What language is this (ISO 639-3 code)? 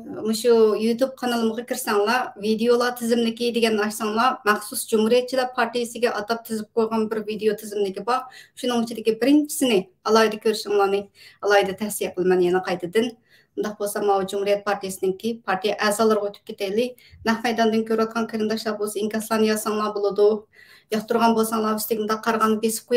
uig